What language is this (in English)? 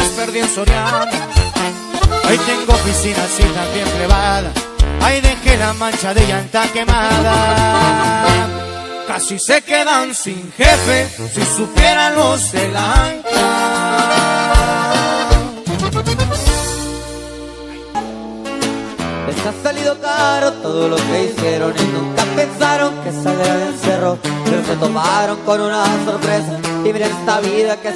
Spanish